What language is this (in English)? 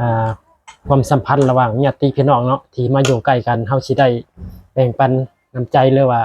Lao